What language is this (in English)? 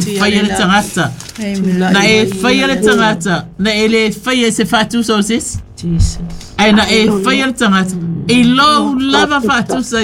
Samoan